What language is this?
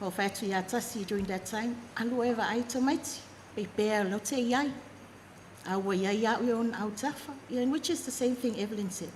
Samoan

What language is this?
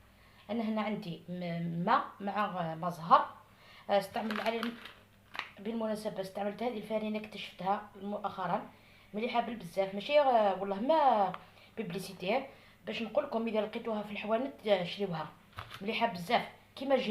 Algerian Arabic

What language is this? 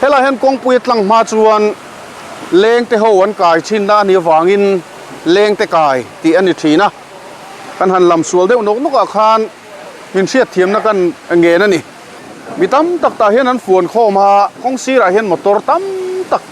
Mizo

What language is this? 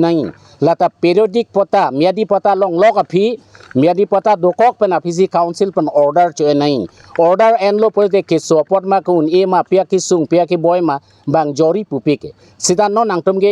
Karbi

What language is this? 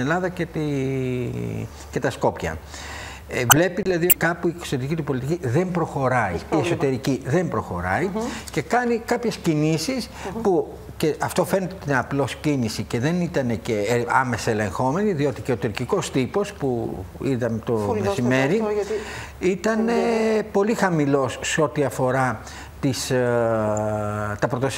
Greek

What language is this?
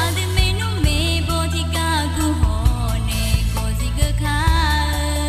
Akha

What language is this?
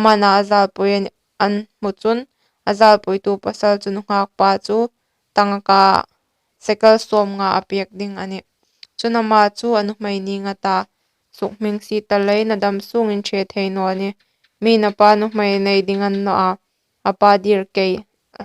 Hmar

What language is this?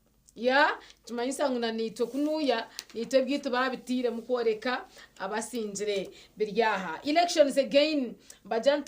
Nyankole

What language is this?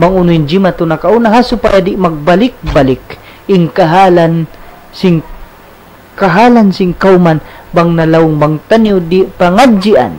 Tausug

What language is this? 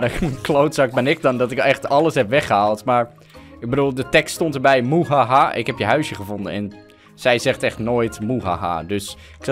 Dutch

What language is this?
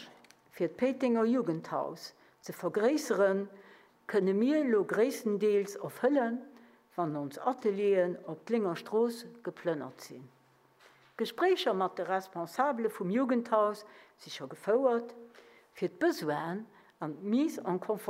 Luxembourgish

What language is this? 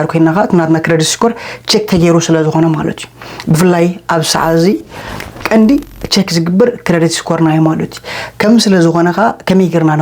Tigrinya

